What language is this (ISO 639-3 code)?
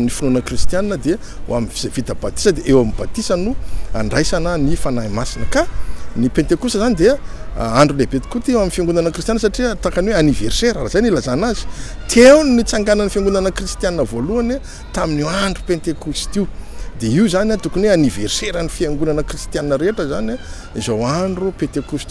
mlg